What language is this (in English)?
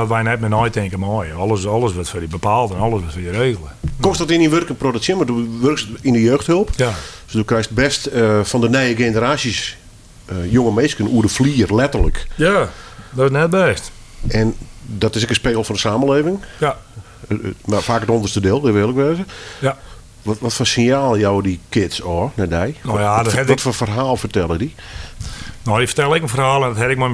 Western Frisian